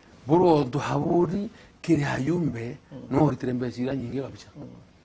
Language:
Meru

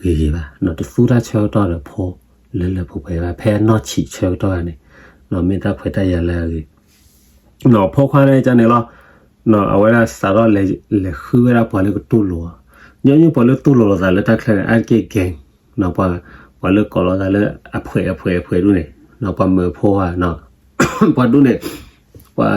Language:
S'gaw Karen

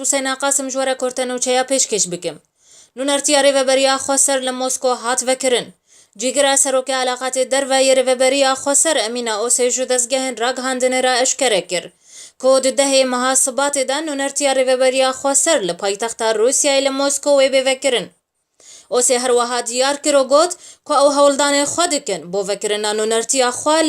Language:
Kurdish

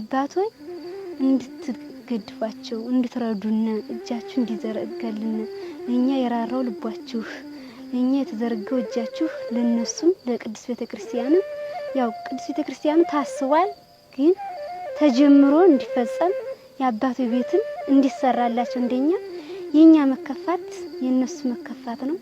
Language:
Amharic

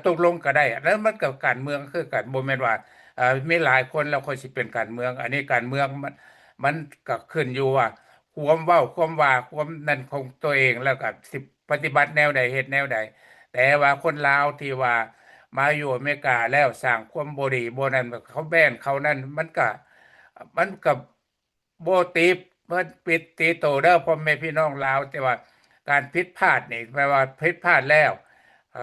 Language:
Lao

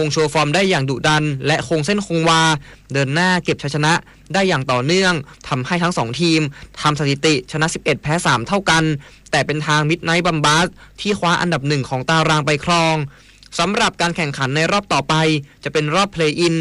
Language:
Thai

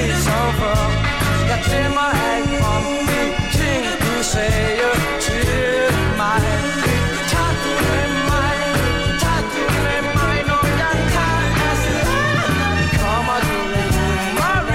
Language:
Danish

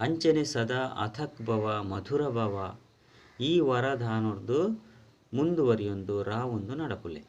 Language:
Tulu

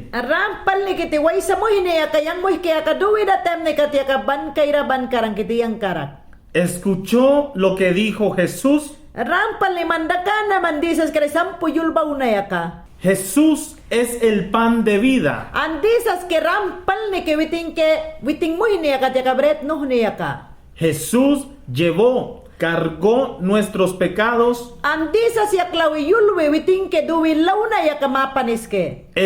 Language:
Mayangna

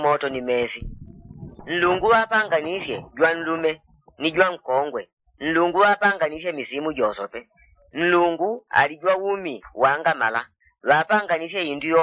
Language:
Yao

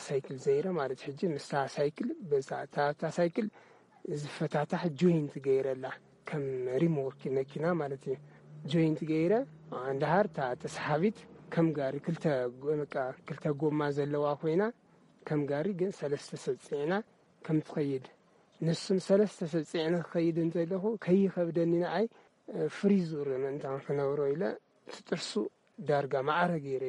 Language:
Tigrinya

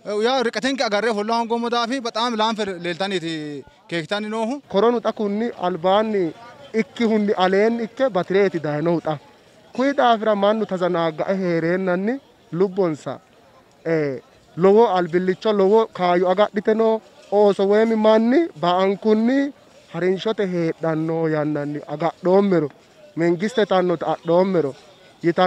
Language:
Sidamo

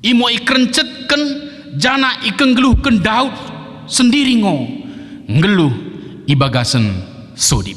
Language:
Batak Dairi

